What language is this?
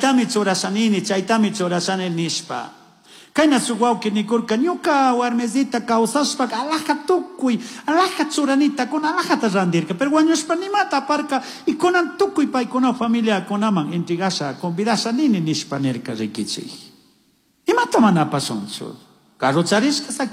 Chimborazo Highland Quichua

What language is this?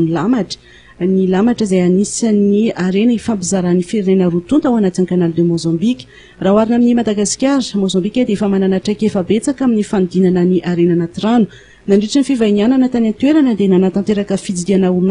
Malagasy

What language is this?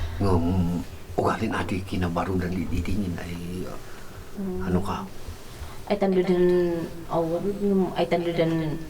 Kankanaey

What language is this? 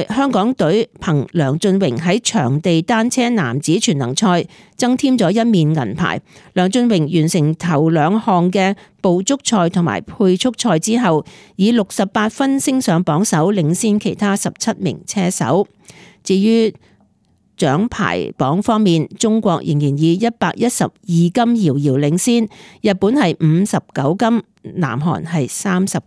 Cantonese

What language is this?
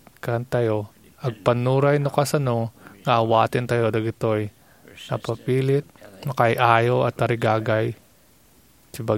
Iloko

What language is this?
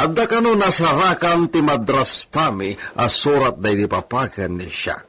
Iloko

